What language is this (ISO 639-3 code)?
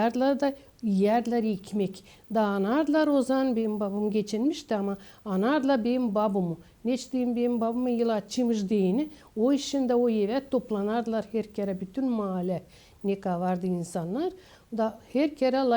gag